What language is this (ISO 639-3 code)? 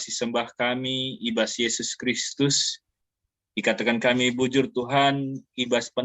btx